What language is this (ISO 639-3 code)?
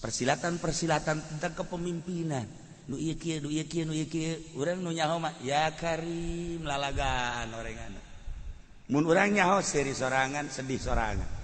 sun